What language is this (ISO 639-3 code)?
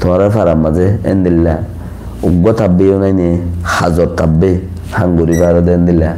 rhg